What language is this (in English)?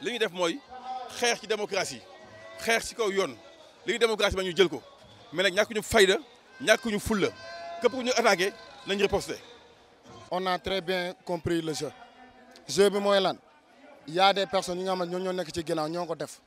Wolof